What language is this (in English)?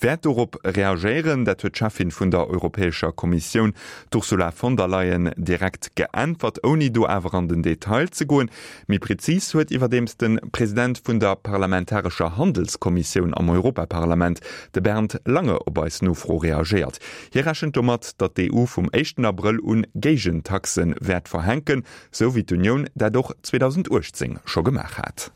Luxembourgish